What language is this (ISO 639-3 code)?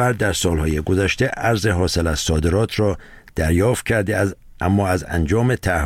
fas